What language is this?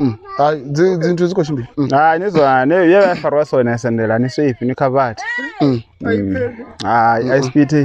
Venda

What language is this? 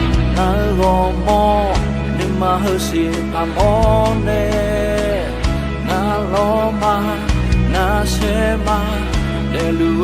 Akha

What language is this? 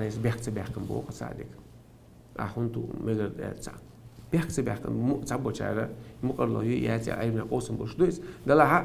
Chechen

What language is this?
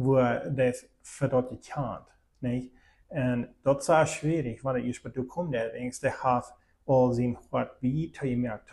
Plautdietsch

